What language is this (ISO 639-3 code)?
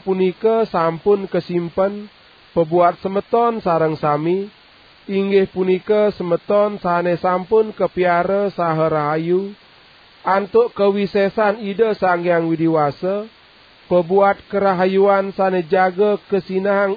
ban